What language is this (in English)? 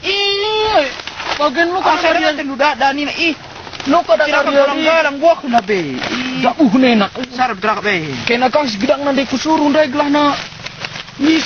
Batak Karo